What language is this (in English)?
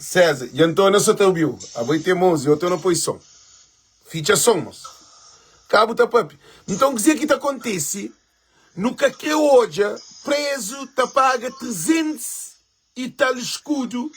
Kabuverdianu